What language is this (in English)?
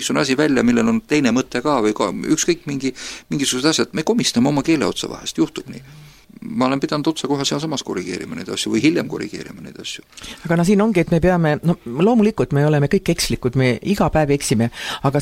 Estonian